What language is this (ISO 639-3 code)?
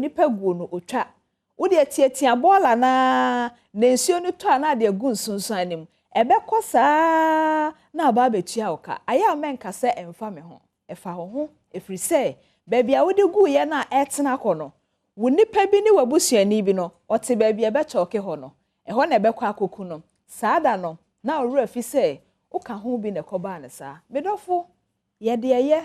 aka